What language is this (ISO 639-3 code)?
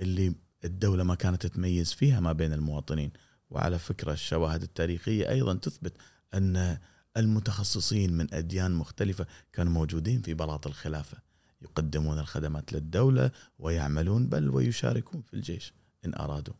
afb